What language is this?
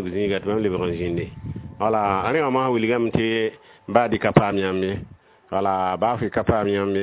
Mossi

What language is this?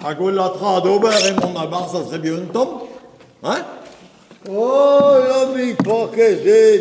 Breton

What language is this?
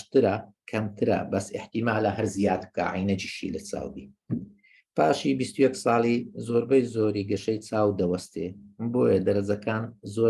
Central Kurdish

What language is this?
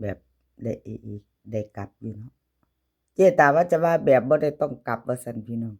Northeastern Thai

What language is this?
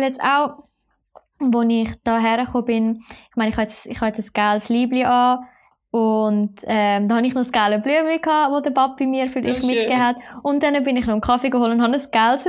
German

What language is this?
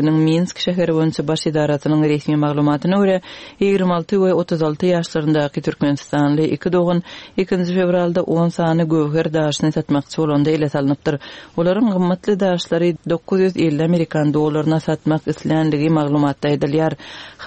Turkmen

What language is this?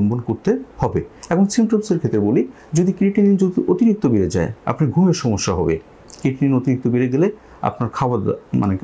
Bangla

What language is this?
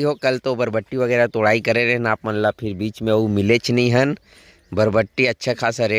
Chhattisgarhi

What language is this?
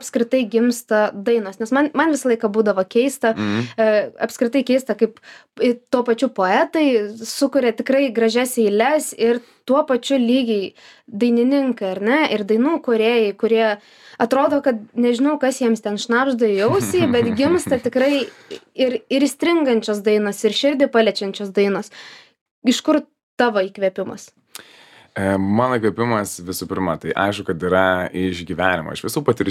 Lithuanian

